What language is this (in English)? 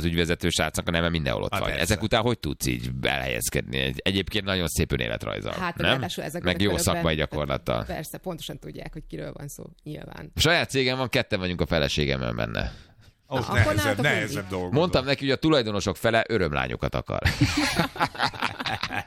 Hungarian